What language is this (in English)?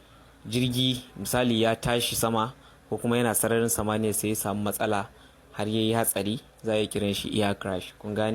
Hausa